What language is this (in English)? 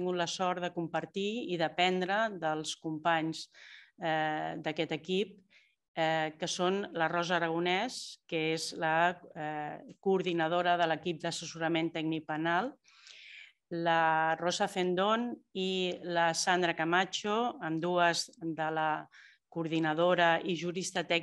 Catalan